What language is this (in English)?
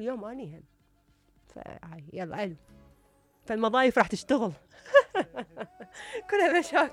Mesopotamian Arabic